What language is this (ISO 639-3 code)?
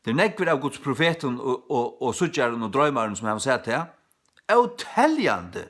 fao